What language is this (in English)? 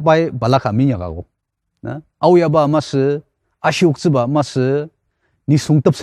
Ao Naga